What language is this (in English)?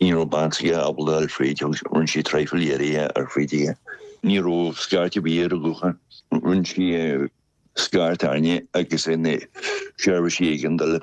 Irish